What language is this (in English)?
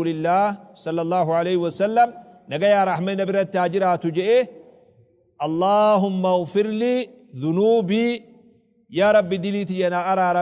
Oromo